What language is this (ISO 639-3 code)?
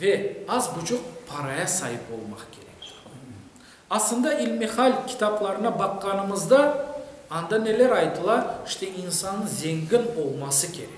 crh